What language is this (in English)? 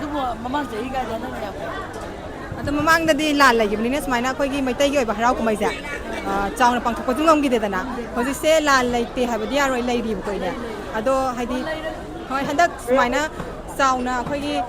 Manipuri